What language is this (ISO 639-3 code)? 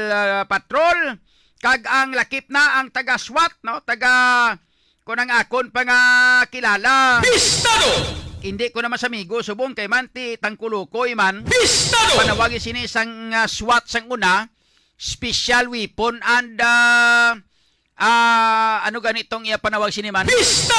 hil